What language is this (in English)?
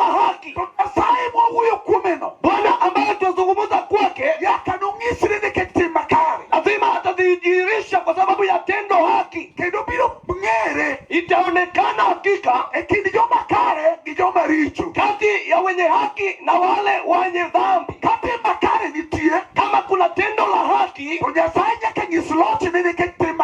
Luo (Kenya and Tanzania)